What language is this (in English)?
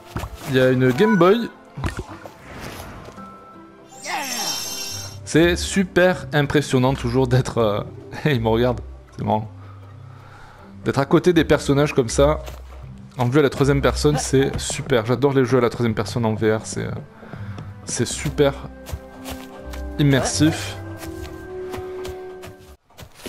French